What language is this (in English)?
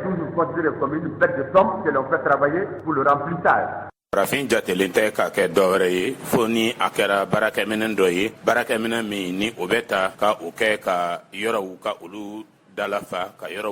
Bambara